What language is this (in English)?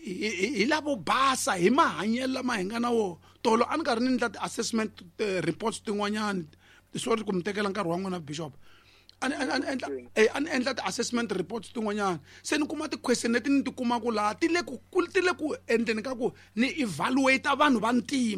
Tsonga